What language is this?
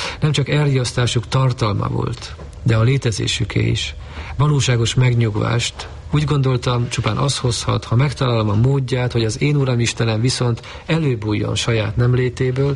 Hungarian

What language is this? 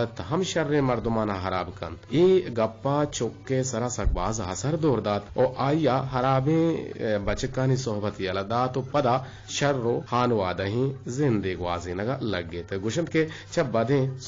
Eastern Balochi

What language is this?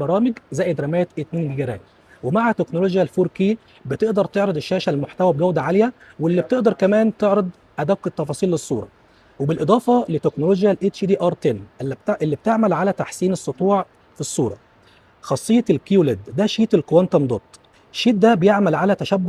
Egyptian Arabic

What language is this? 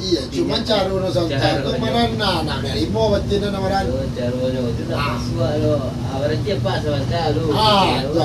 Minangkabau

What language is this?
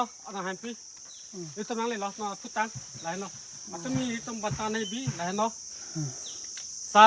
Karbi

